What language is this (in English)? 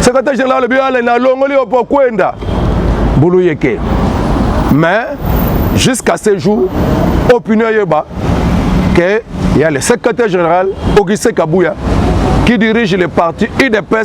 Lingala